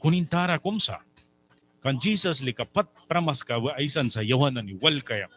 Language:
Mískito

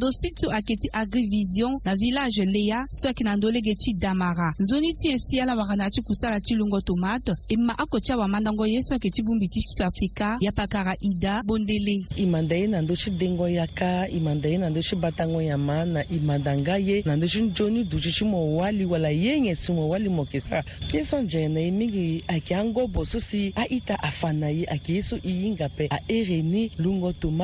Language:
Sango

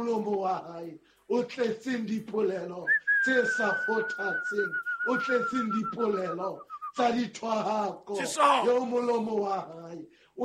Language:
Southern Sotho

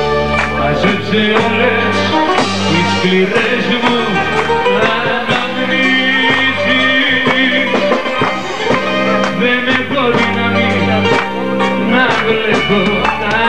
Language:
Greek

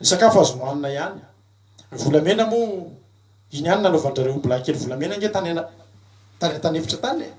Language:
Malagasy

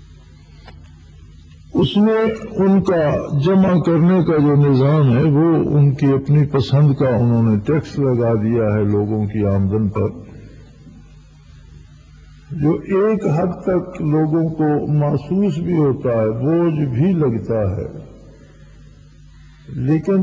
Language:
Urdu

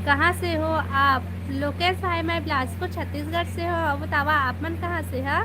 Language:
Chhattisgarhi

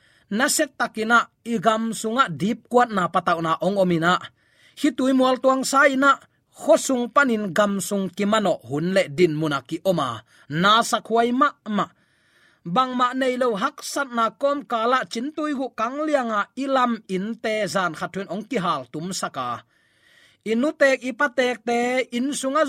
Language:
Tedim Chin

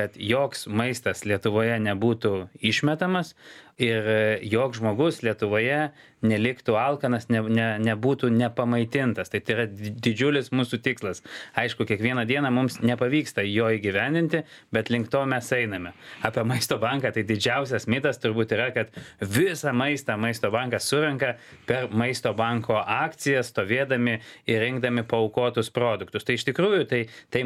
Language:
Lithuanian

